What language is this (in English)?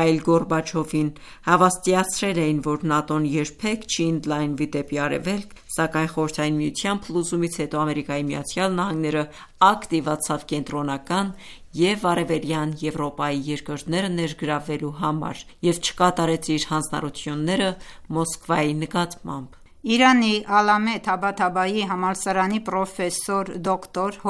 Armenian